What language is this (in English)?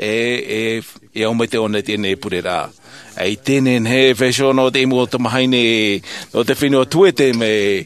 Tahitian